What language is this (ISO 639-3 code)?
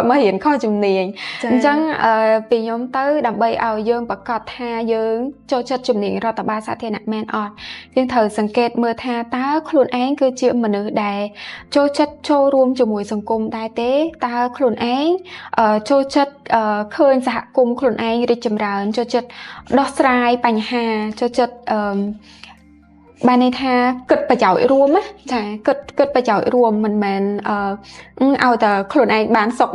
khm